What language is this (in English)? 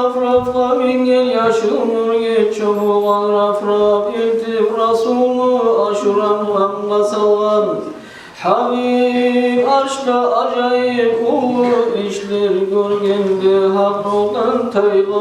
Kumyk